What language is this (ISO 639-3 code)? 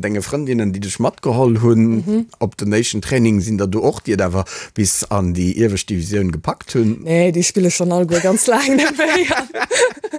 ltz